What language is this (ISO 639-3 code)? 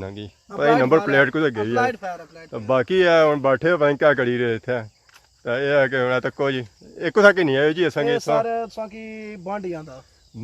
phr